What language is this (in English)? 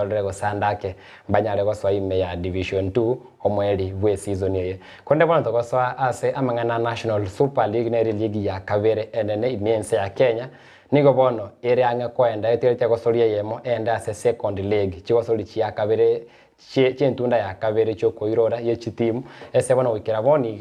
Gusii